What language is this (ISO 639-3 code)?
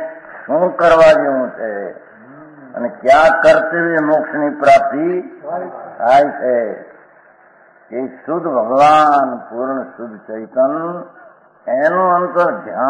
guj